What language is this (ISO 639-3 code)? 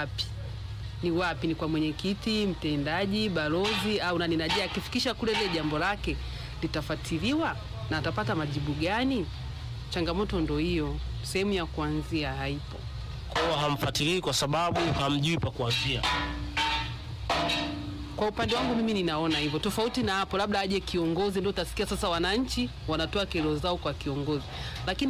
swa